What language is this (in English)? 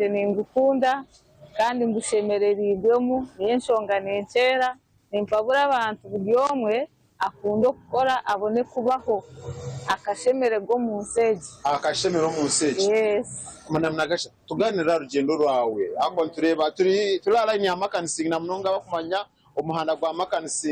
Nyankole